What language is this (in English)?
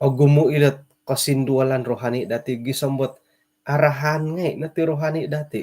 Central Dusun